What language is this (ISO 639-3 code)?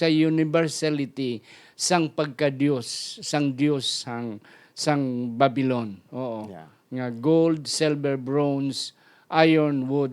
hil